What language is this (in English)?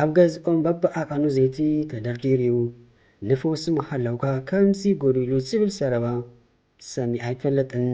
Tigrinya